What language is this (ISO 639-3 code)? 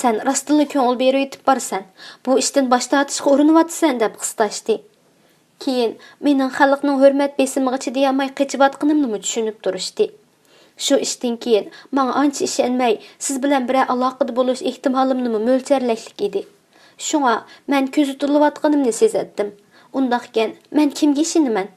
uig